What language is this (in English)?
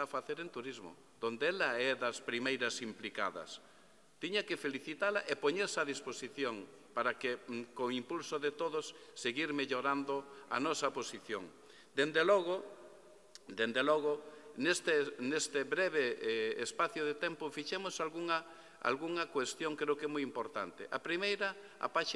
Galician